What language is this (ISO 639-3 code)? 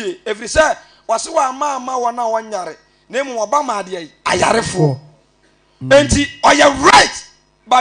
aka